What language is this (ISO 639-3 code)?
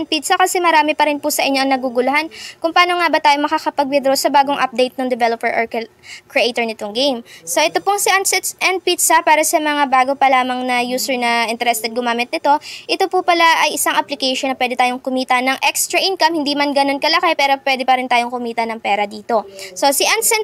fil